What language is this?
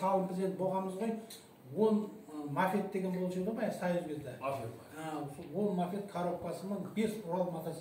Kazakh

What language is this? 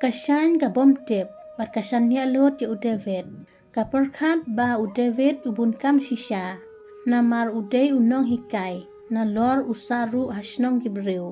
Khasi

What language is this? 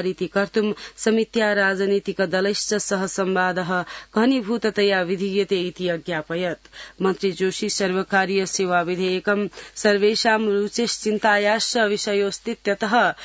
Sanskrit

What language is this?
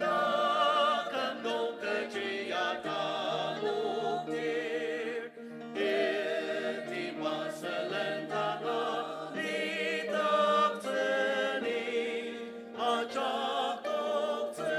Ao Naga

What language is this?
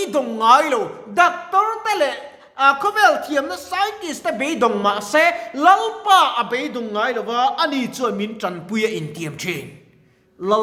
Mizo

